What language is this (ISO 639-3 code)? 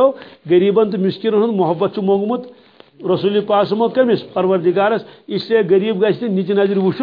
kas